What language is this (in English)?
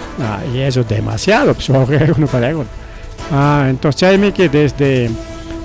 Ayacucho Quechua